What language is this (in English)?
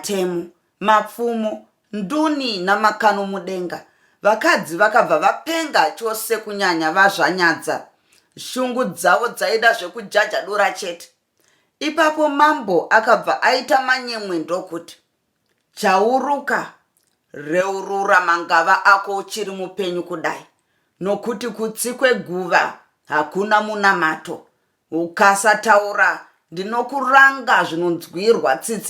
Shona